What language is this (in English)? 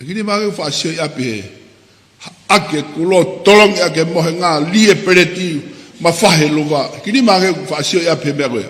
Tongan